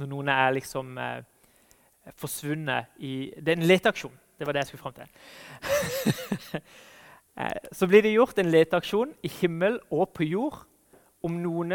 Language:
Norwegian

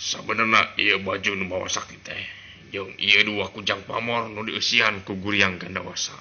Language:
Sundanese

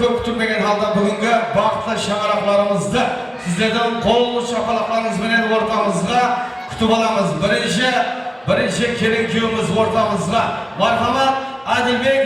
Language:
Kara-Kalpak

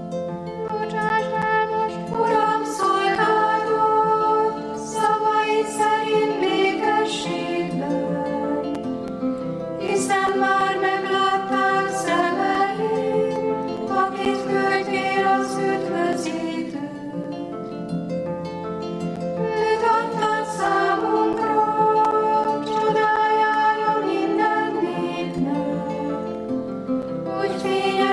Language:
Hungarian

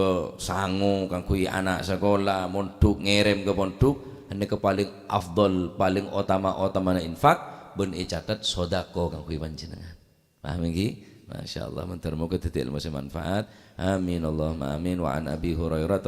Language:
Madurese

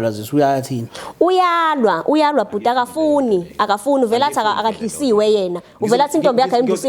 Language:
Zulu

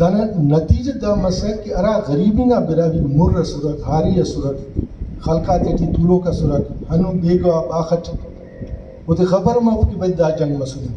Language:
Brahui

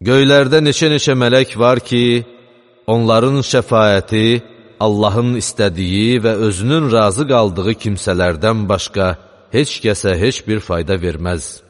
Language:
Azerbaijani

